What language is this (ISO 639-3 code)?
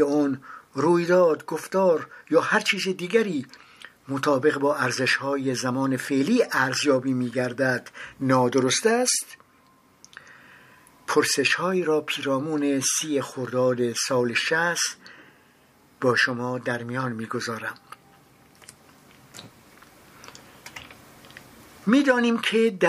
fas